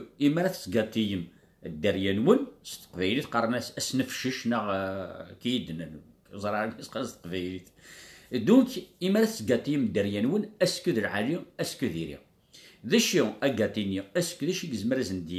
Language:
Kabyle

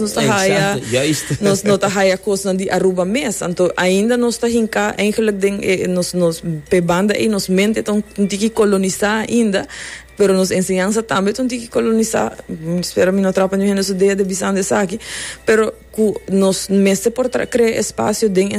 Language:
Papiamento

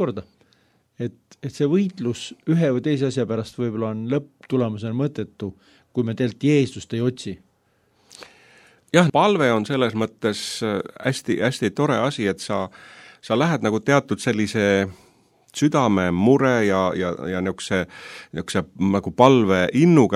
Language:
Estonian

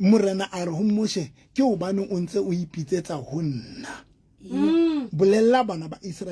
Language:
Southern Sotho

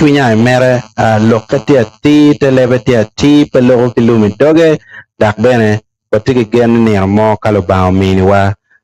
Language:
Acoli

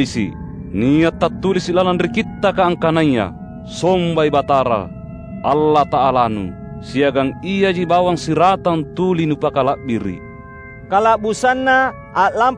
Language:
Makasar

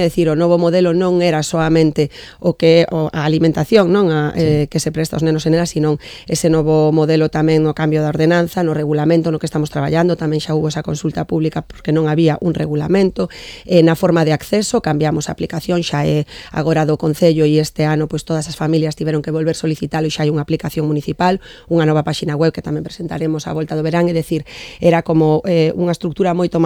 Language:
Galician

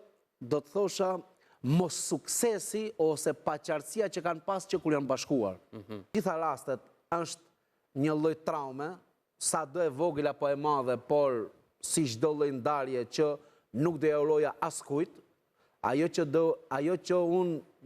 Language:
Albanian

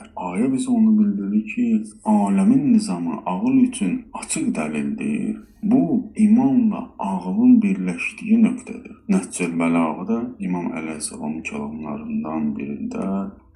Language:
Azerbaijani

